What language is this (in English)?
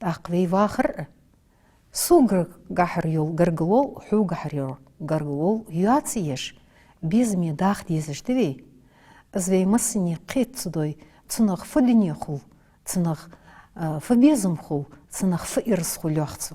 Ingush